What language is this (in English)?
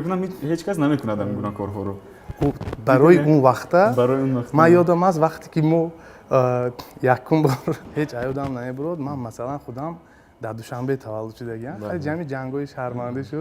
Tajik